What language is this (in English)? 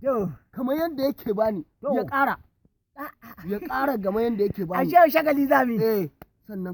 Hausa